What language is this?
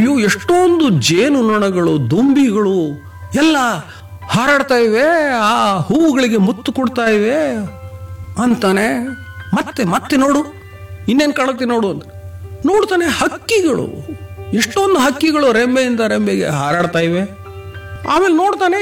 Kannada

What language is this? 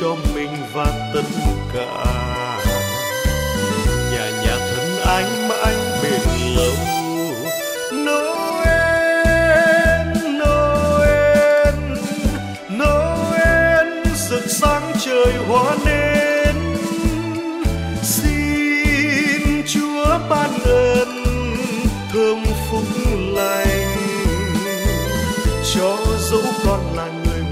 Vietnamese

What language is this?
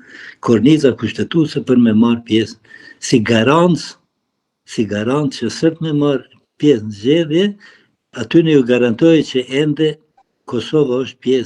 Albanian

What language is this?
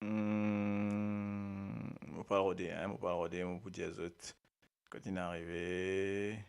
Morisyen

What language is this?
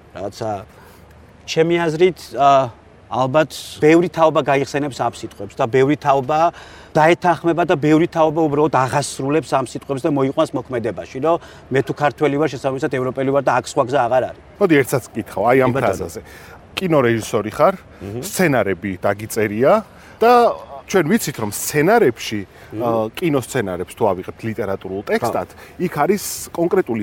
Georgian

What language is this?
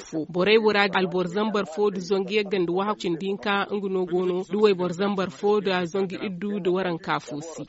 Zarma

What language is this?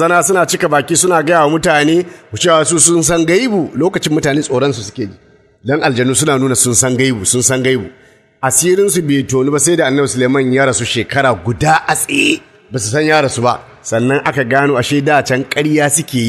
Hausa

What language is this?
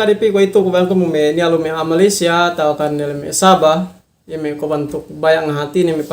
Yakan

